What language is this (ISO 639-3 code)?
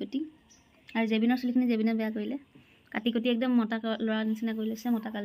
asm